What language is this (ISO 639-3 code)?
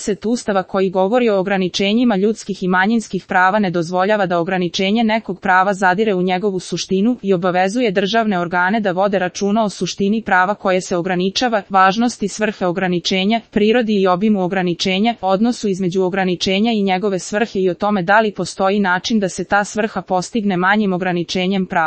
srp